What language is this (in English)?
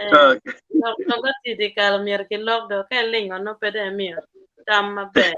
Acoli